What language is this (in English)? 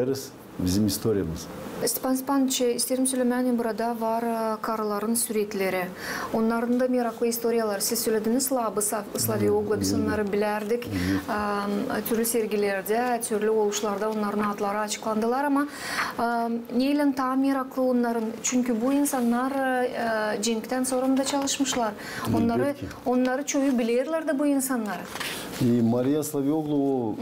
Gagauz